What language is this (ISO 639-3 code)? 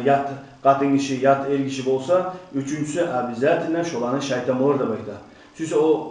kum